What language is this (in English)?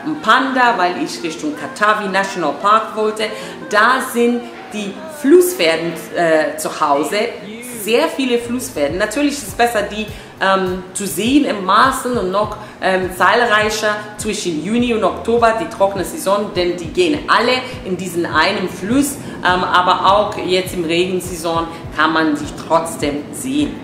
German